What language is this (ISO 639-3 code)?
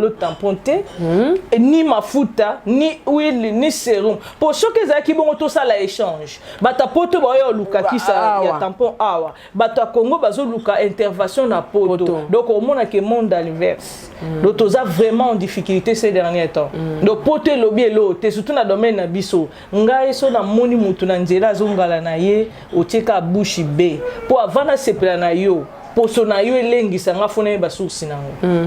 lin